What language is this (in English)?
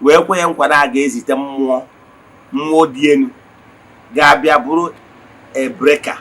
Igbo